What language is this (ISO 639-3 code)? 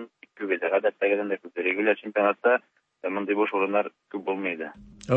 tat